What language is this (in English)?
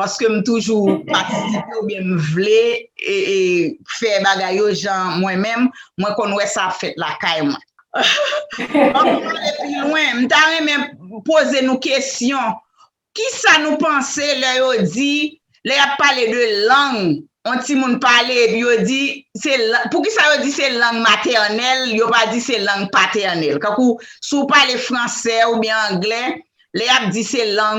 Haitian Creole